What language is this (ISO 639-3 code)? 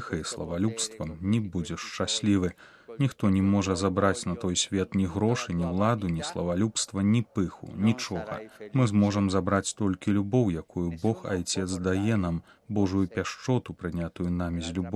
bel